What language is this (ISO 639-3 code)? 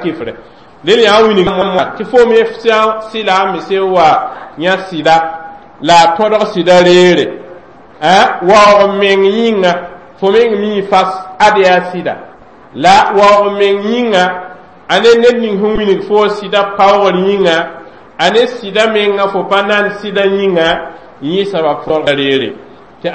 mos